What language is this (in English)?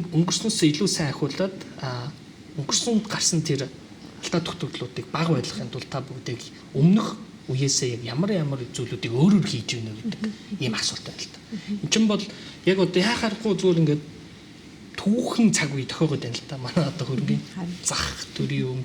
Mongolian